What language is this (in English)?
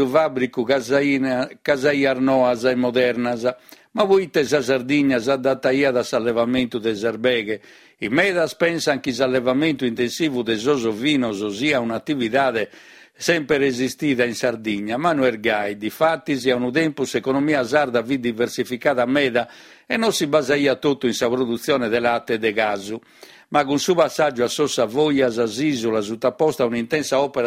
Sardinian